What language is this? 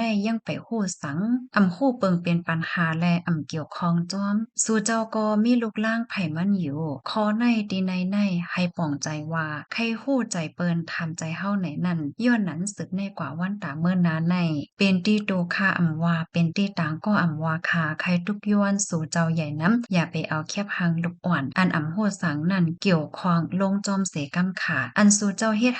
Shan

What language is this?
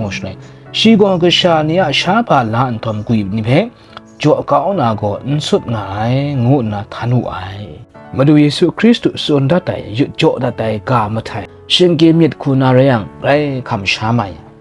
Kachin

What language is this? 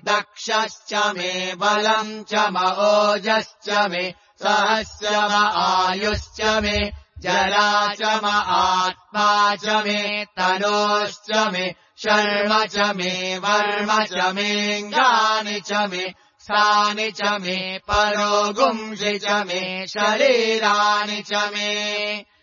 Sanskrit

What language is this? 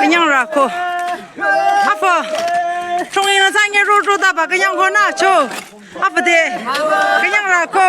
Naga Pidgin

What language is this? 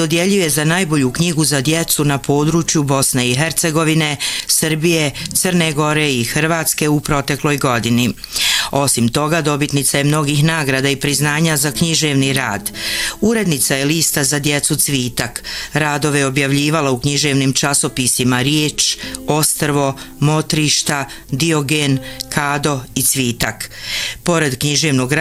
Bosnian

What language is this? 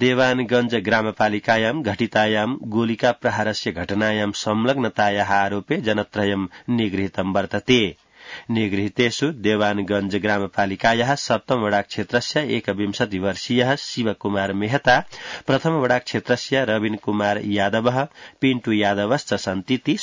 Sanskrit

